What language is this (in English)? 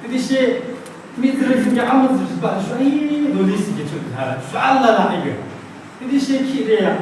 Yimchungru Naga